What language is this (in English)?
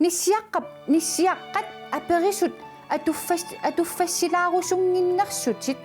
Kalaallisut